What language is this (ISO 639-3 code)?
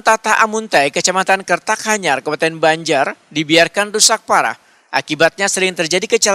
bjn